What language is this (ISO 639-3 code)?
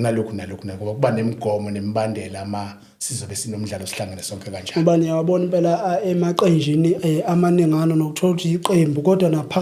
zul